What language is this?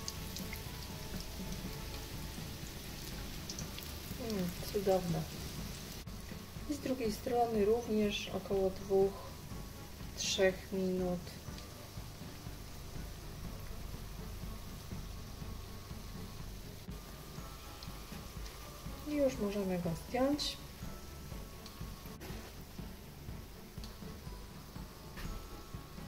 Polish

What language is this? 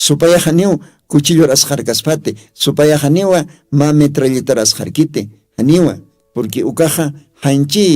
Aymara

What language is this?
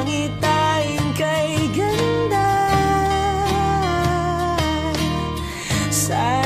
Filipino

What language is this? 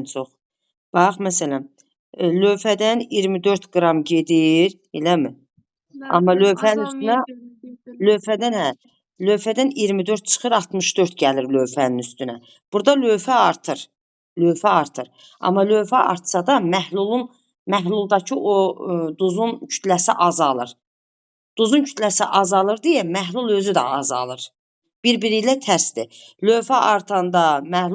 Azerbaijani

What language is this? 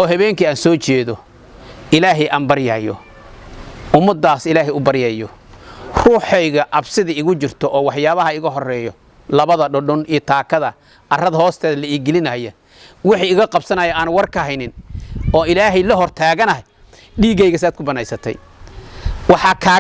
Somali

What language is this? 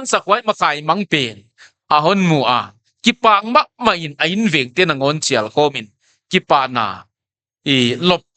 Paite Chin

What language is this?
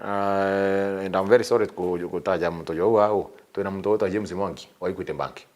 Meru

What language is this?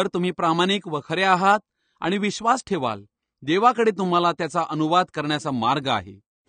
Marathi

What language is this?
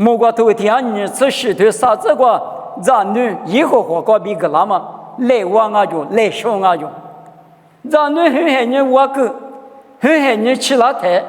Lisu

